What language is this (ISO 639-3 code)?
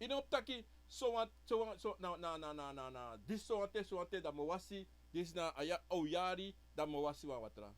srn